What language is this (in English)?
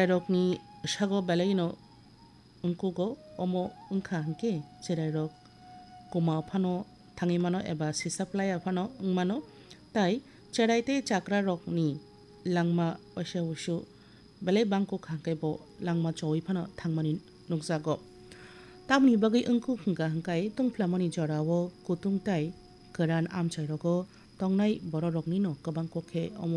Kok Borok